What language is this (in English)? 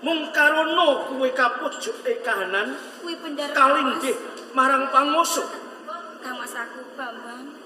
Javanese